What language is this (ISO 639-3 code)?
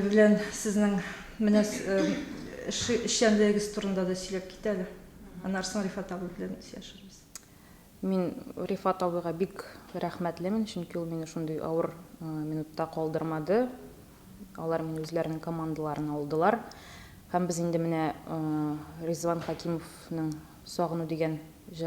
tat